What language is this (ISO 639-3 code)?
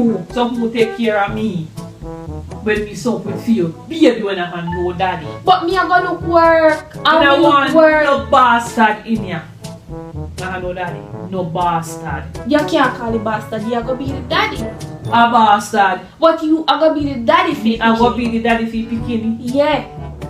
jam